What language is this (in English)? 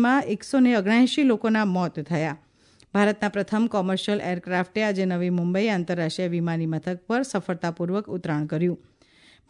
Gujarati